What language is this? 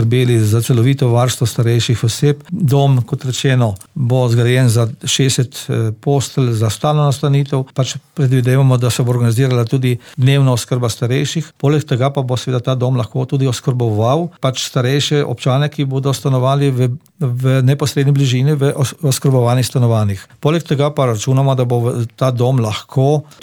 Slovenian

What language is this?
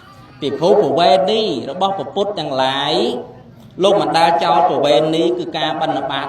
Khmer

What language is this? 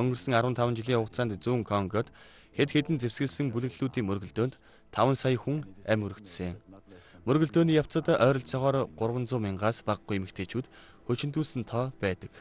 Mongolian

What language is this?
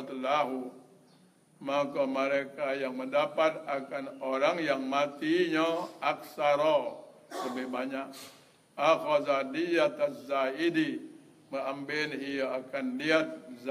Malay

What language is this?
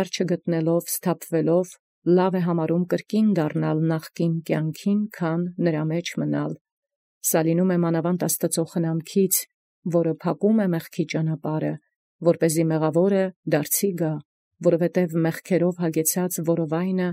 Armenian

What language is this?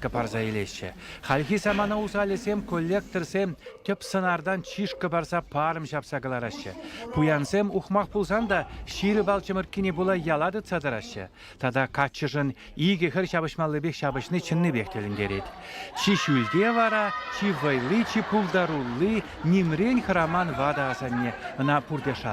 Chuvash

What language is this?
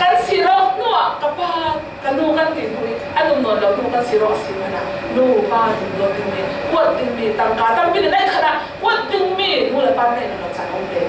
Falam Chin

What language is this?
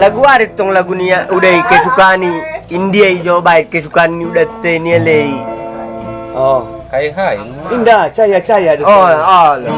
Batak Angkola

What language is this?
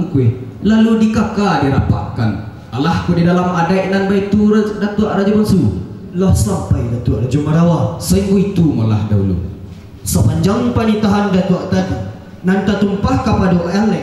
Minangkabau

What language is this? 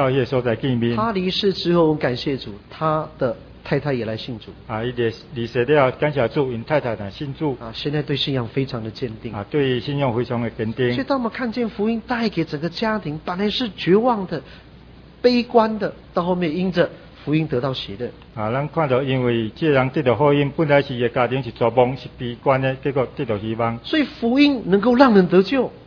Chinese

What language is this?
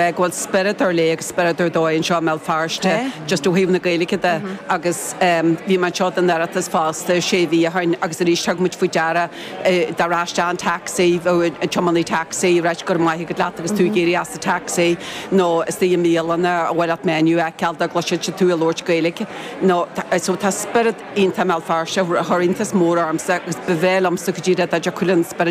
Irish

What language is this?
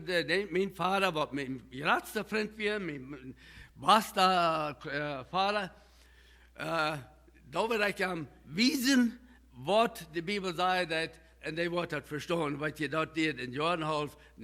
Plautdietsch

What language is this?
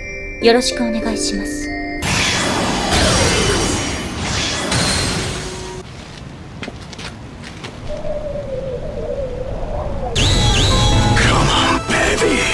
Japanese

